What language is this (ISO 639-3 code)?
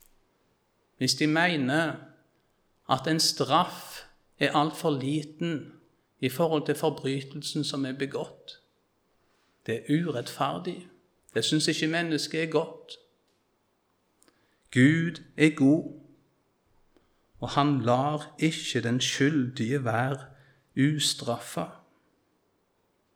nor